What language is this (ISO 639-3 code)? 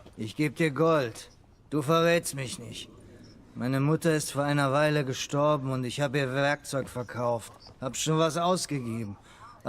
gsw